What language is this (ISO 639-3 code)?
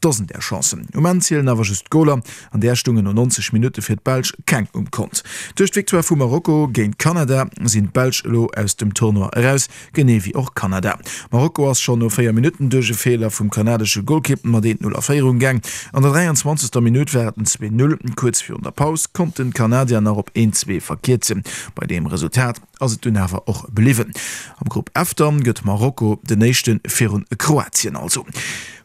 ltz